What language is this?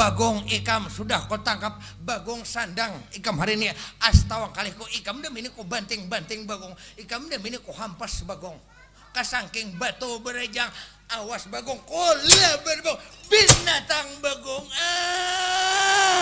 Banjar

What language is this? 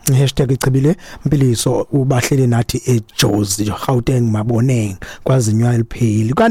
Xhosa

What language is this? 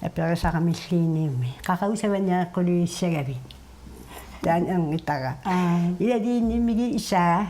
Kalaallisut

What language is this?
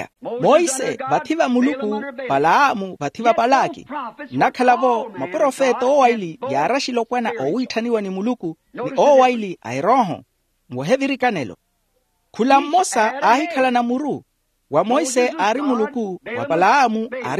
Makhuwa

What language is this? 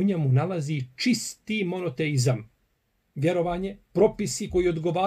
Bosnian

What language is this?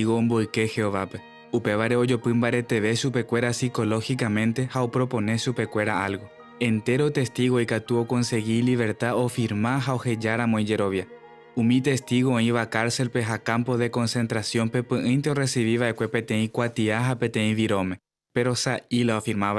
Guarani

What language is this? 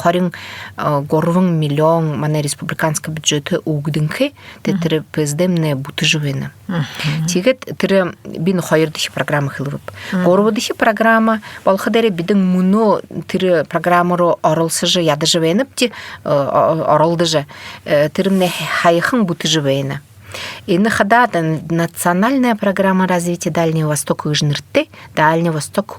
Buriat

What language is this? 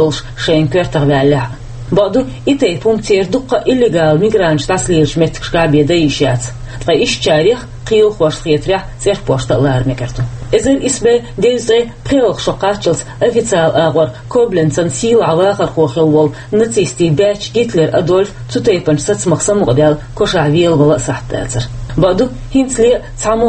Chechen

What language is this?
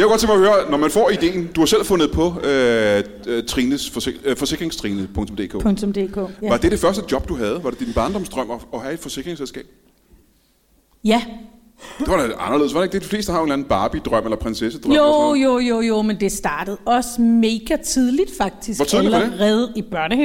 Danish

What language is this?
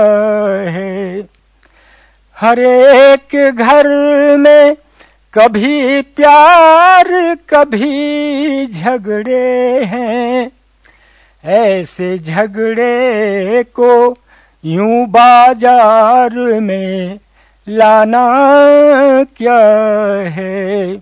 Hindi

